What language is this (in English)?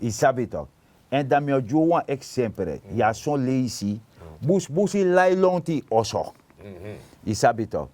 Sranan Tongo